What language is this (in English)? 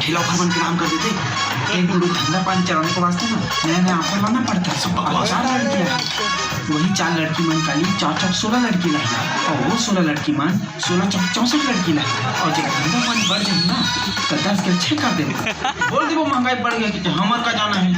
Chhattisgarhi